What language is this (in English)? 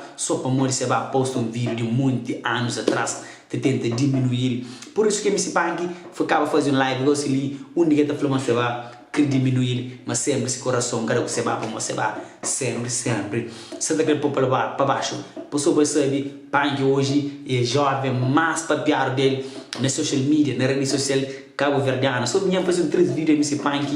Kabuverdianu